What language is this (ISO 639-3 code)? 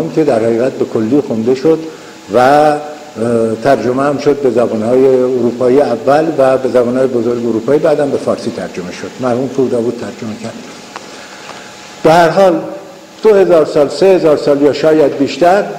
fas